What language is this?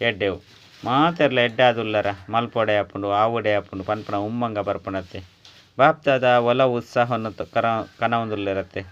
Tulu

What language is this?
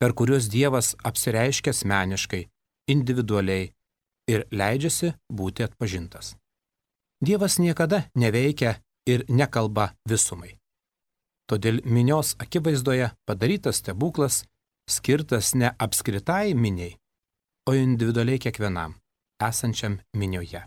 Lithuanian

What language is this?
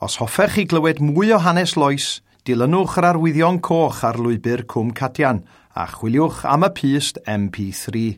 Welsh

